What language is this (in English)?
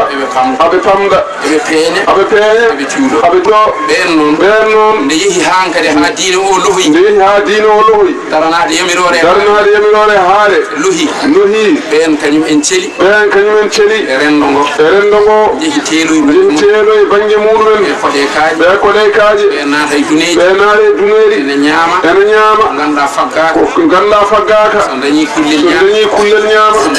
Fula